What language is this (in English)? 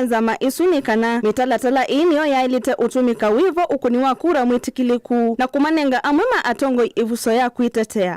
Kamba